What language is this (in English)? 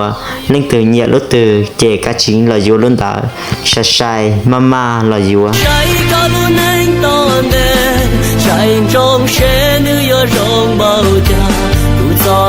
Hmong